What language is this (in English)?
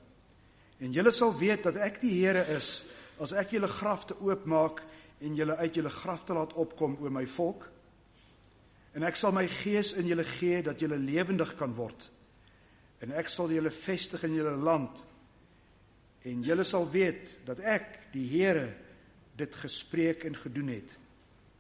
Afrikaans